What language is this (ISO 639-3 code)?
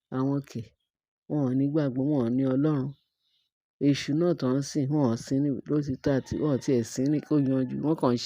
yor